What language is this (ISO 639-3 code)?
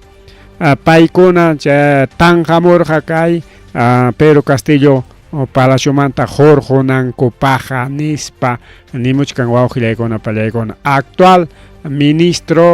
quy